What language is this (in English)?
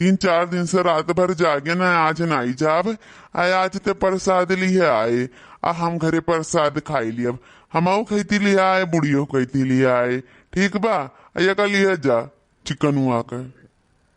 Awadhi